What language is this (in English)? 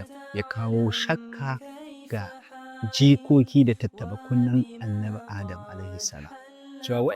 Hausa